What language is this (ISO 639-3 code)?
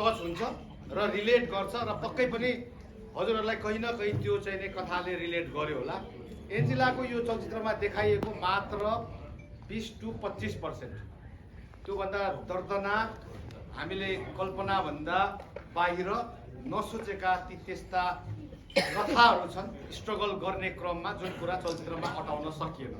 nep